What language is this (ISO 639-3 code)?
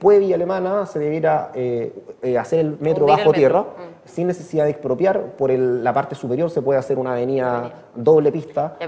spa